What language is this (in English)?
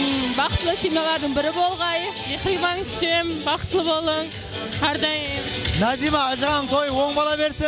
Kara-Kalpak